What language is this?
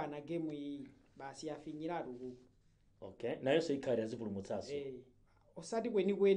Nyanja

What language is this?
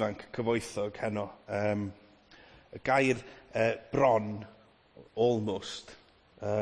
Welsh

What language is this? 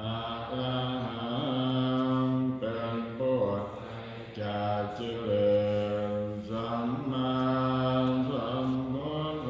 Pali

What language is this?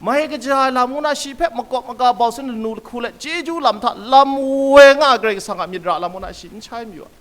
Kachin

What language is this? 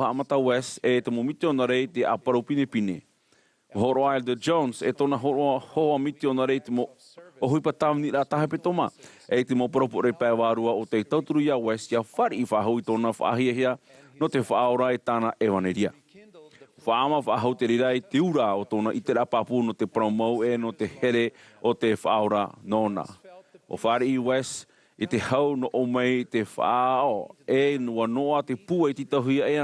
Tahitian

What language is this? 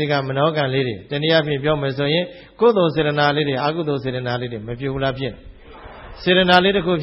Burmese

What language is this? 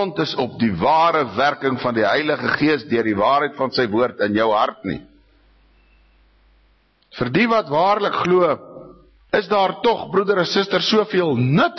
Afrikaans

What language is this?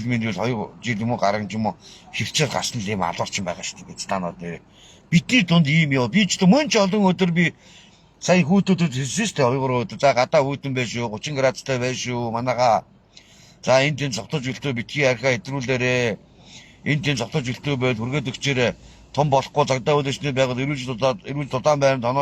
Mongolian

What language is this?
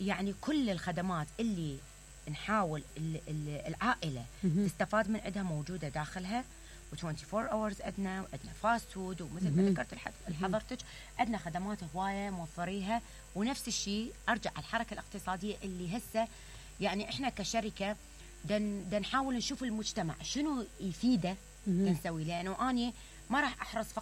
Mesopotamian Arabic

